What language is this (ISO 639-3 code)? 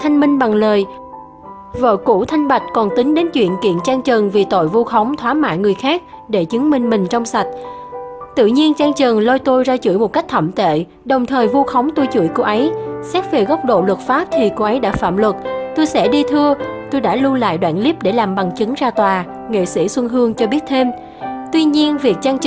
vie